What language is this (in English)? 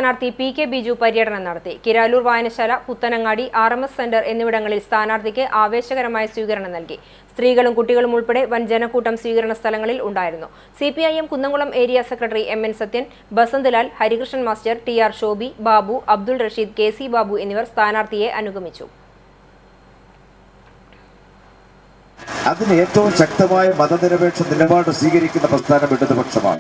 Malayalam